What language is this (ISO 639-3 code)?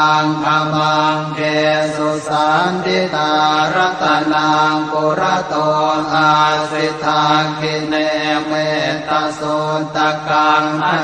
pli